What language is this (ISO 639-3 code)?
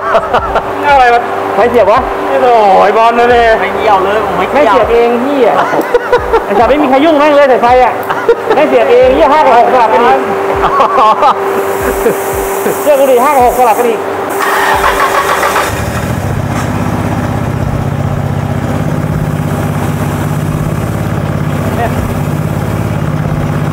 tha